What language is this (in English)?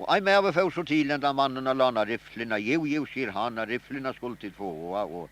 Faroese